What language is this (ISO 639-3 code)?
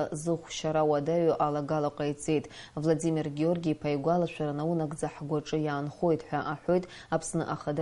abk